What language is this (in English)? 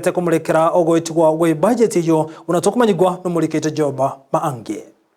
Gusii